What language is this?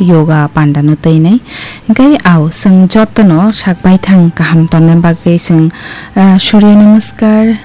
Kok Borok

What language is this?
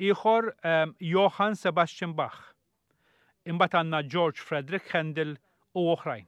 Maltese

